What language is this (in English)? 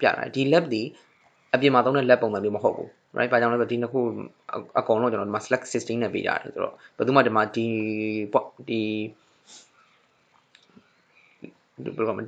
Burmese